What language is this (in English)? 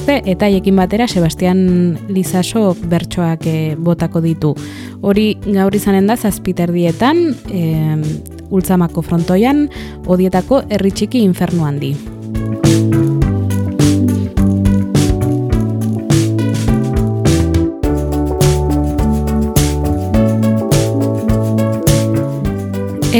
Basque